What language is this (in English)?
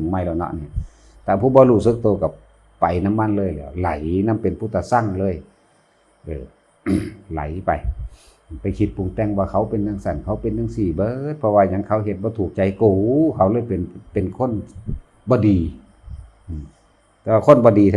Northeastern Thai